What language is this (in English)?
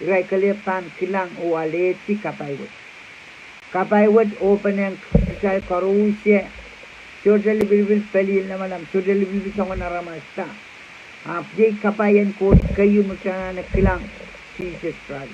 Pohnpeian